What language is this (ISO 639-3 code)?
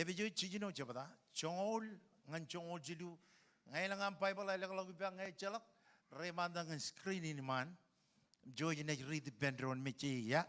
mah